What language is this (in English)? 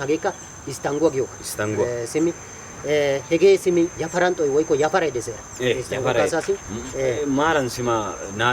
Wolaytta